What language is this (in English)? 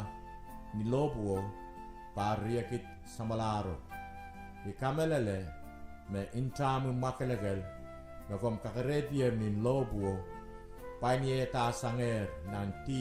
Pohnpeian